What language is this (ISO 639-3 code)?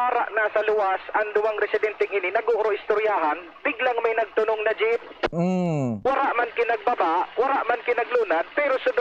bik